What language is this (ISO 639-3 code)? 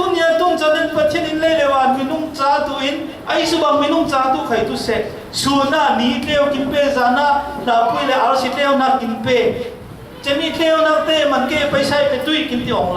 cfm